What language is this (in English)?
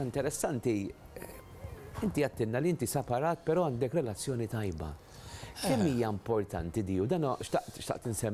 Maltese